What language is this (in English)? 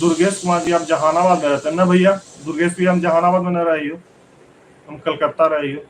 Magahi